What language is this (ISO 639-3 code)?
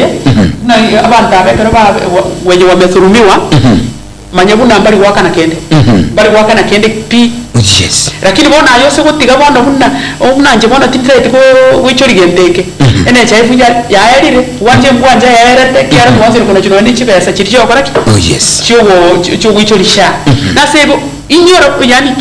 guz